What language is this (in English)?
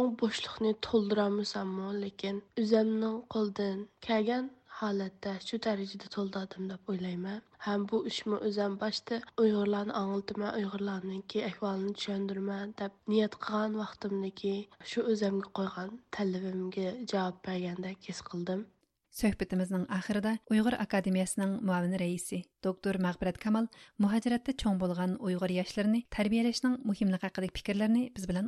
Uyghur